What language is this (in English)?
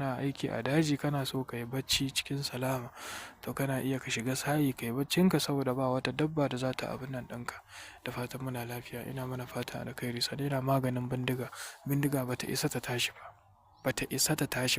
Hausa